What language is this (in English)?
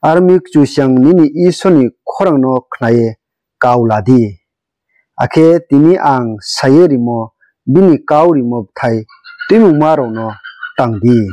Riang (India)